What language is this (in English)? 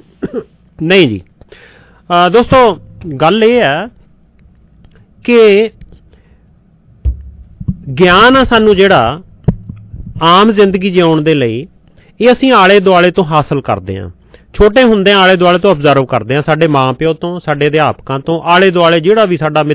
Punjabi